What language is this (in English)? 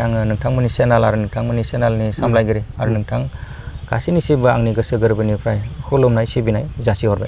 Bodo